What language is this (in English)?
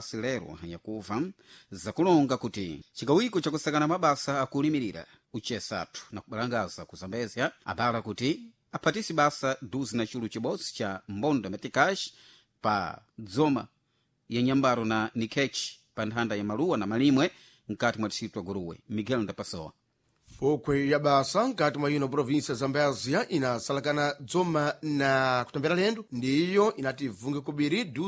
Sena